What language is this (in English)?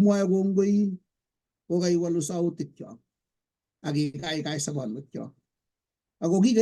Kalenjin